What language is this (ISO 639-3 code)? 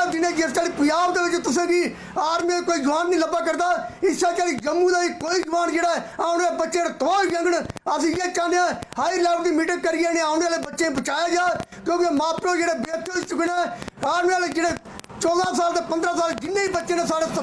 doi